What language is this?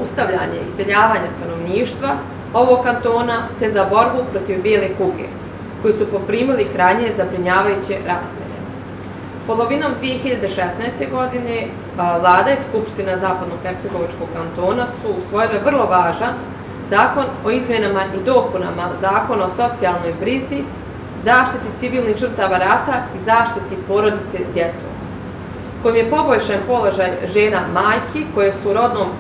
Bosnian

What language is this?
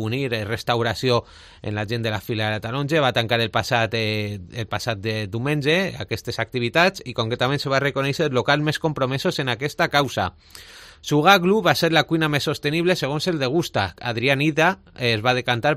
Catalan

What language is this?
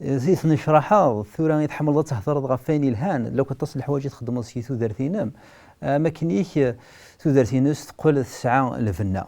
Kabyle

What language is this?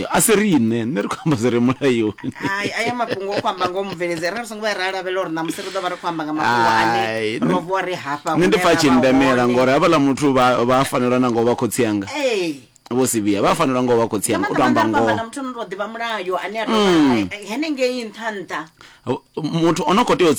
Venda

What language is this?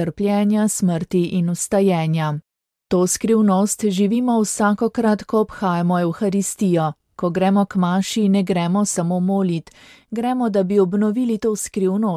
Slovenian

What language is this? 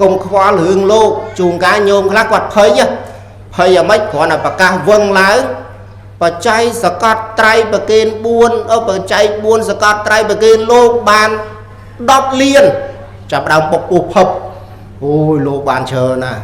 Khmer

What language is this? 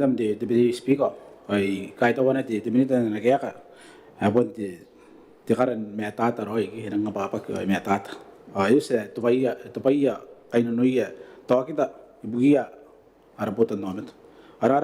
Gilbertese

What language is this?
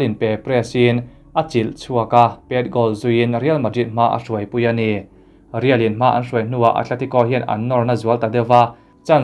Mizo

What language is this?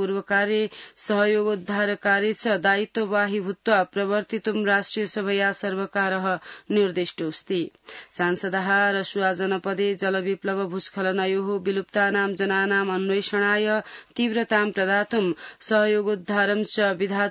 Sanskrit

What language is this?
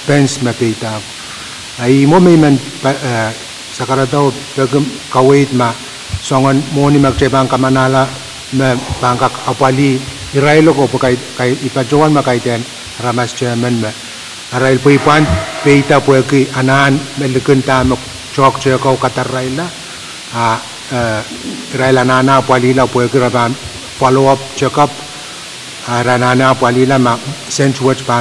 Pohnpeian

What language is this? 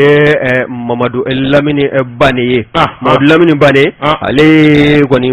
Bambara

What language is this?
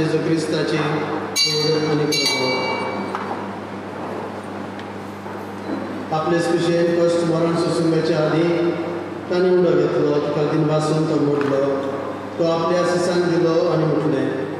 Konkani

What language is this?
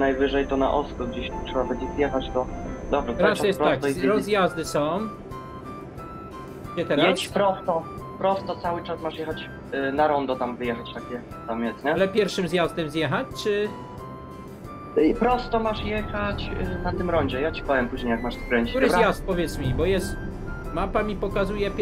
Polish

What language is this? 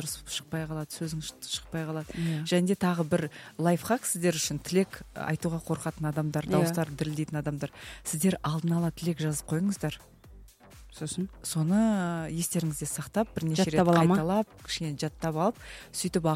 Kazakh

